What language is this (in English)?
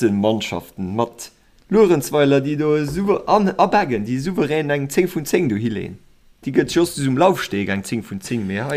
Luxembourgish